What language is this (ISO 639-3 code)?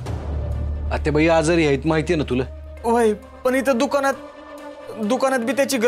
mar